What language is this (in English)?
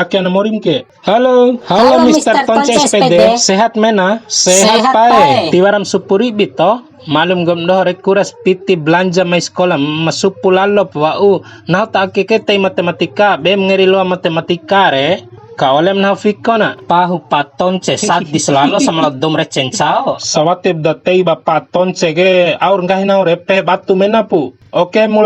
Bima